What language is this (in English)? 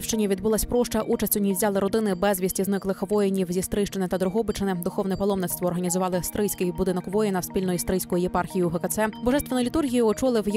Ukrainian